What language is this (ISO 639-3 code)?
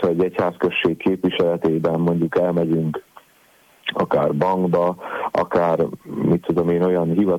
hun